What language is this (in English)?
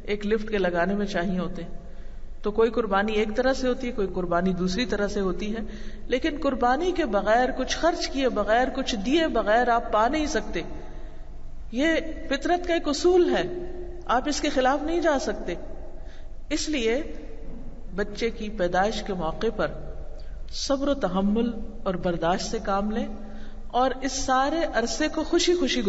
Urdu